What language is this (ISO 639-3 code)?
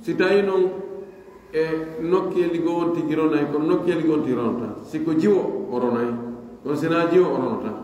fuf